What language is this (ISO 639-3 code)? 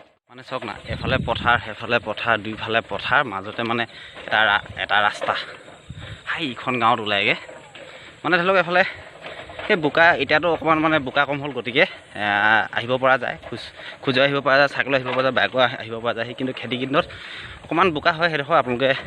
asm